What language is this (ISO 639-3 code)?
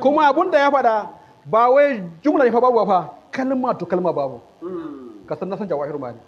hau